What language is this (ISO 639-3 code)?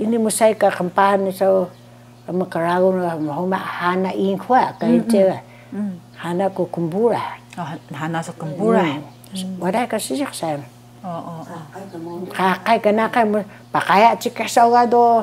trv